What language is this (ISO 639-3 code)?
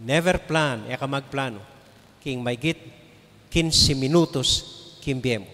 pam